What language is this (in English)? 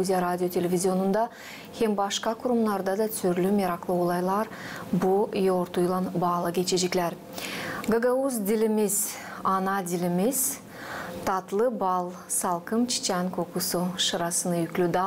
Gagauz